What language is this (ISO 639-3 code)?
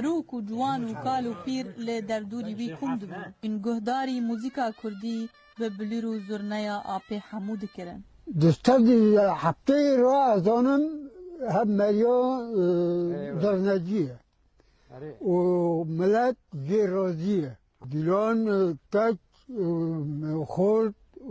kur